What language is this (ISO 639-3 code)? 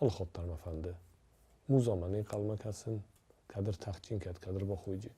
oss